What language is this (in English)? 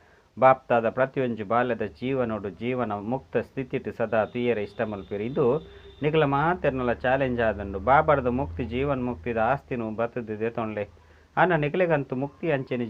Tulu